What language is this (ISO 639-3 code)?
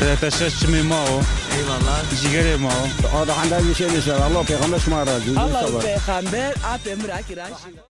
zza